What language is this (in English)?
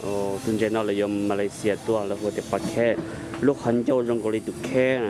Hmong